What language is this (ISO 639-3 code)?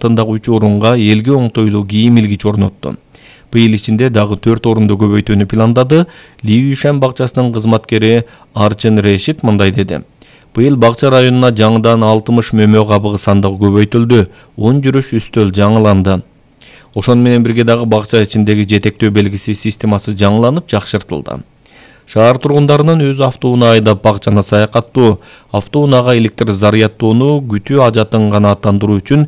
kir